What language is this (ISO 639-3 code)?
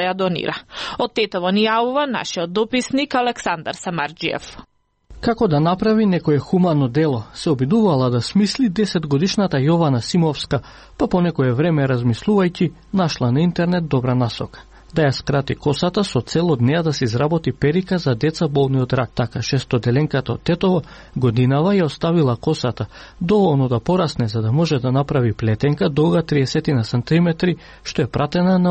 mkd